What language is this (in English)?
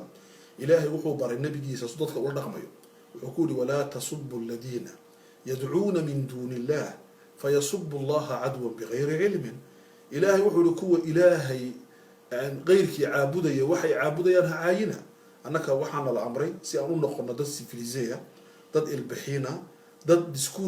Somali